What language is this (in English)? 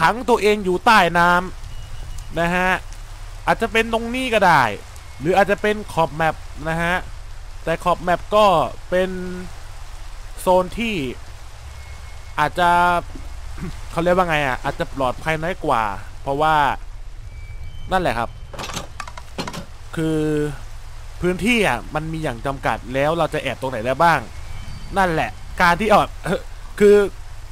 Thai